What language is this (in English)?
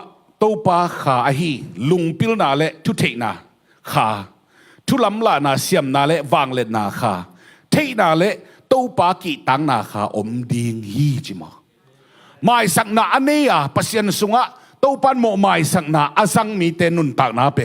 Tedim Chin